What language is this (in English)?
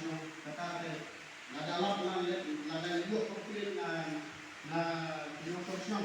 Khasi